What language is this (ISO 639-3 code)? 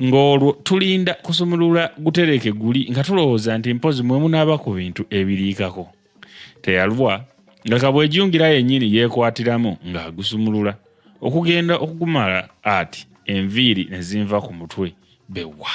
lug